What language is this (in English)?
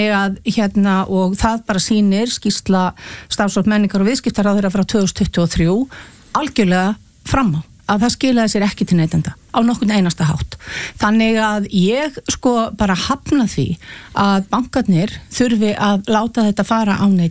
Icelandic